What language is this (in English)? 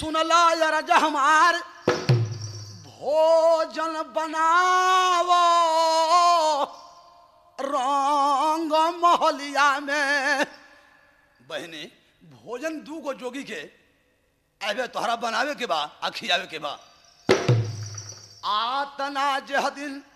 Bhojpuri